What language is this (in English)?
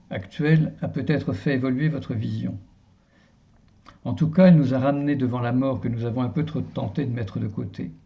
French